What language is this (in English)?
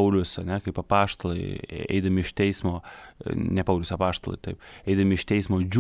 Lithuanian